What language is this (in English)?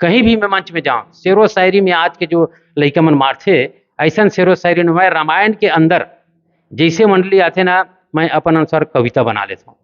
Chhattisgarhi